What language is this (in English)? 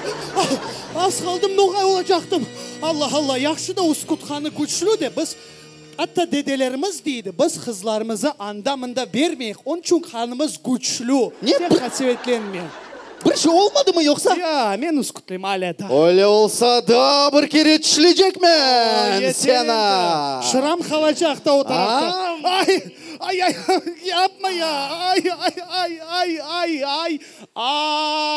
Crimean Tatar